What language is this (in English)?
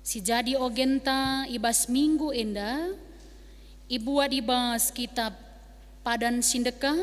Batak Karo